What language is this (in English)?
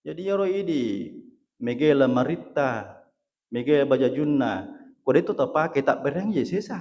Buginese